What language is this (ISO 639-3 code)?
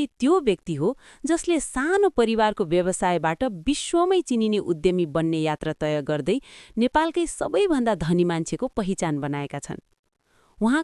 nep